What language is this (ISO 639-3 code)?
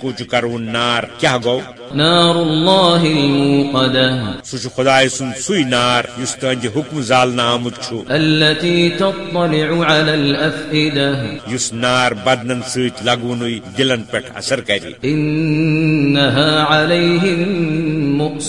kas